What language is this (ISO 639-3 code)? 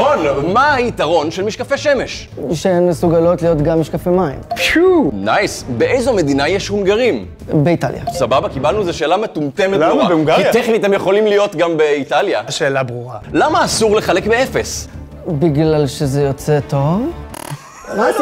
heb